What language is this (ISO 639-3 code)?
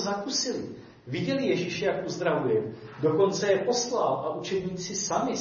ces